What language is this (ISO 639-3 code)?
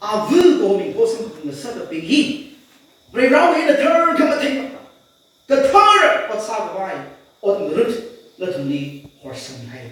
nmf